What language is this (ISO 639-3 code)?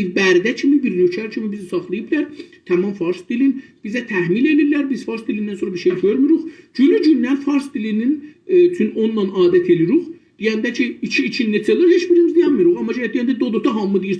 azb